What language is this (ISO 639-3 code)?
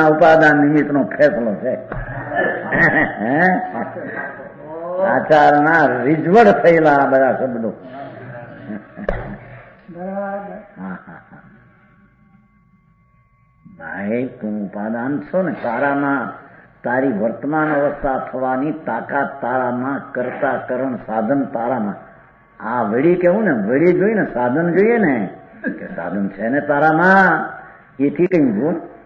guj